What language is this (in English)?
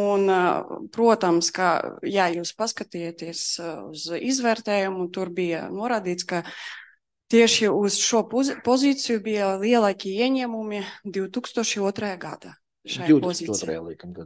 Latvian